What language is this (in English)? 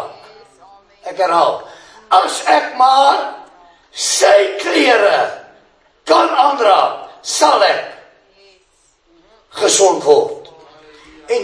Afrikaans